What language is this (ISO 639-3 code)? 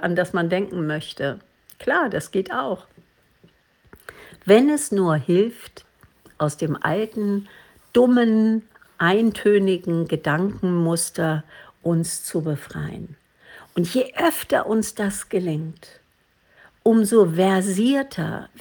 deu